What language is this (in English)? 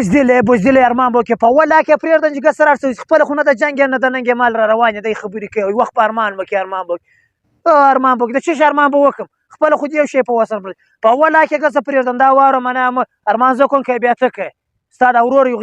Pashto